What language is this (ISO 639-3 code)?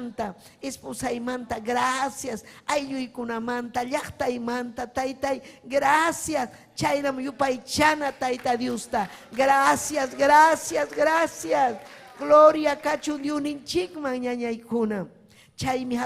quy